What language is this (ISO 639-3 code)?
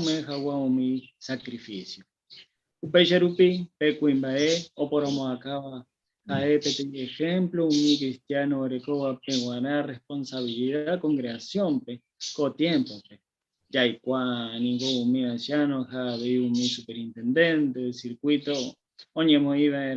grn